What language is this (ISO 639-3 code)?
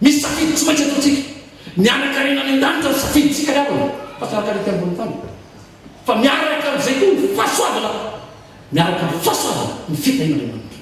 mlg